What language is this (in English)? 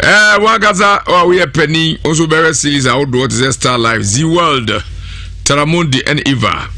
Akan